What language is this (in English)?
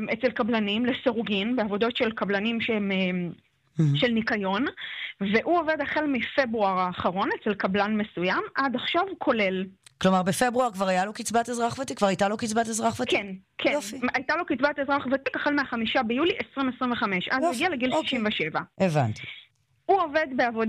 Hebrew